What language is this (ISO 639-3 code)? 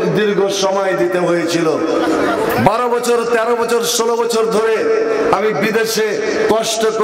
ben